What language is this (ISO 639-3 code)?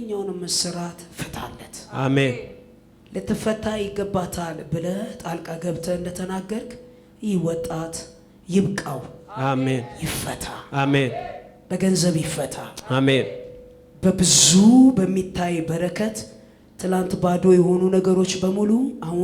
amh